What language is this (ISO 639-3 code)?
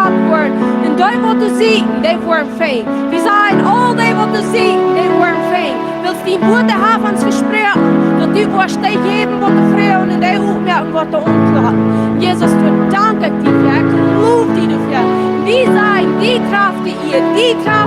pdt